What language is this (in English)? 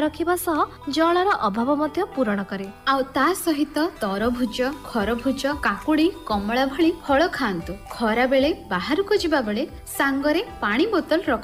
Odia